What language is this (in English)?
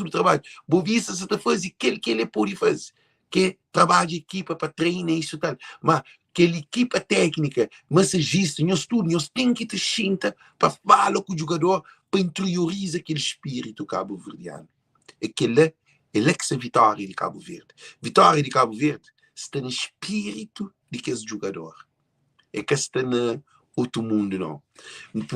Kabuverdianu